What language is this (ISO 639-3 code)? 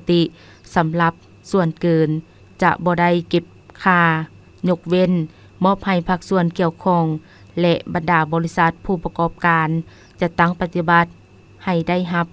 lao